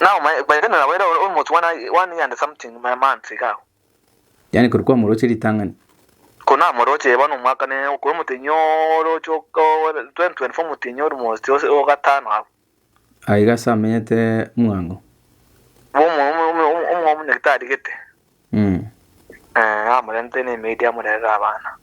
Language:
Gusii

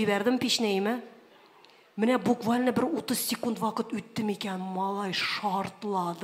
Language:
Tatar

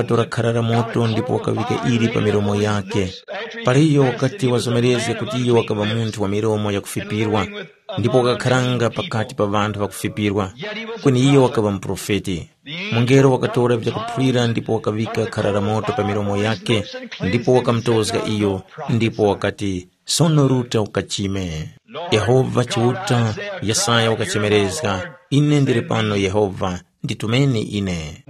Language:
Tumbuka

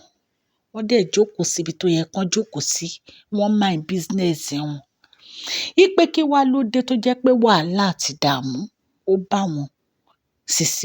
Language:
Yoruba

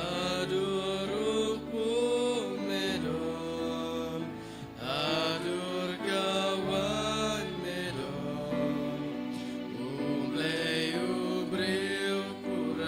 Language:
Khasi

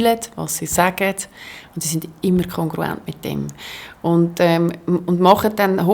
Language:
Swiss German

